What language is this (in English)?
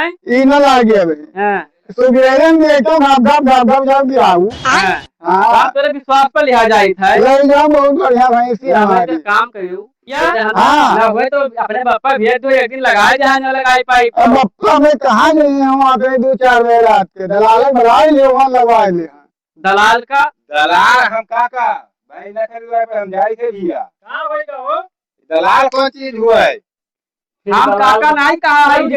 Awadhi